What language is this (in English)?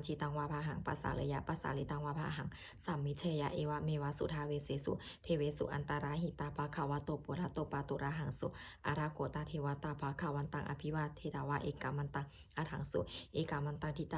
Pali